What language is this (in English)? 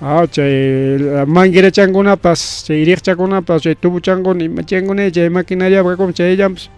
Ayacucho Quechua